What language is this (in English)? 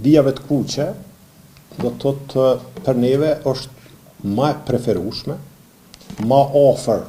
Albanian